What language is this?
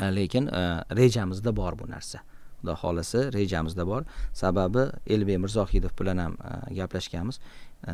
Uzbek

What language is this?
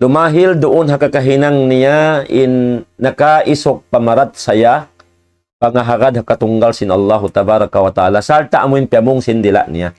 Tausug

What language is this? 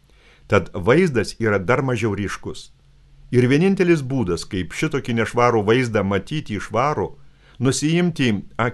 Lithuanian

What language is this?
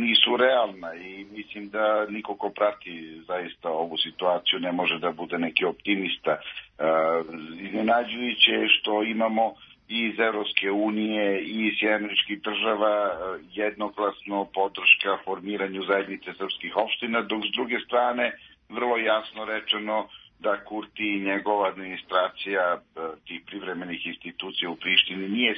Serbian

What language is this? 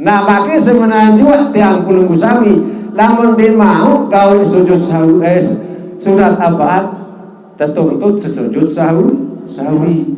Sasak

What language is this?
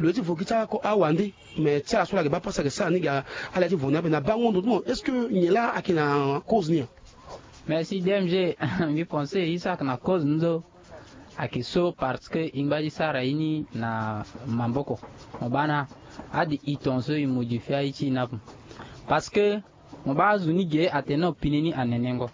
Sango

